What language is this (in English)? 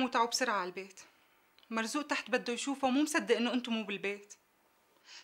North Levantine Arabic